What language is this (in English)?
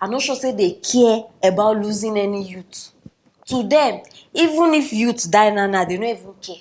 Nigerian Pidgin